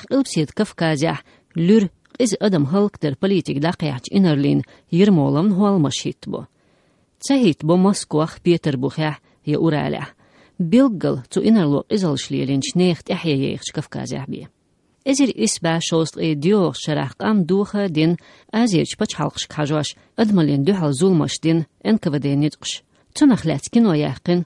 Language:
Chechen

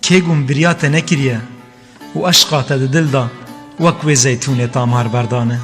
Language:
Kurdish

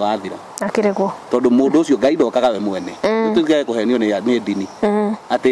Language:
Kikuyu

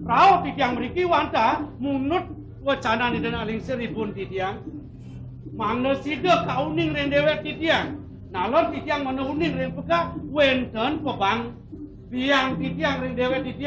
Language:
Balinese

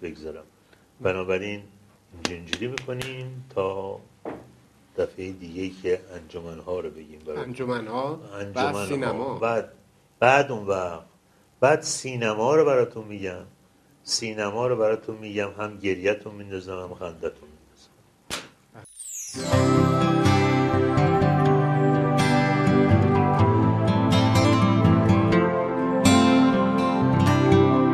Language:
Persian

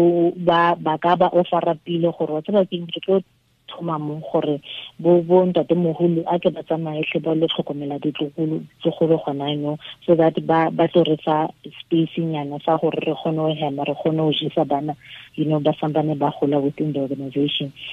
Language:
Tswana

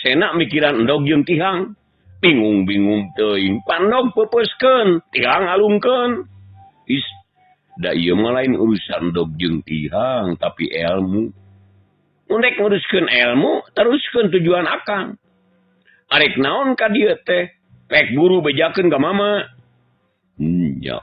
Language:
Sundanese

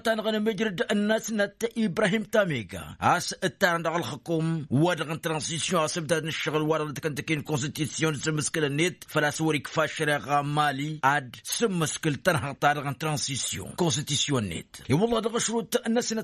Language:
Tamasheq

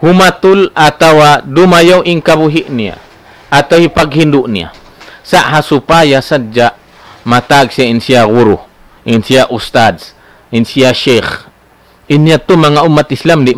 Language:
Tausug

